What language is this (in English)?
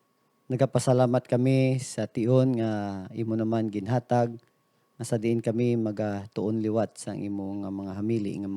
Hiligaynon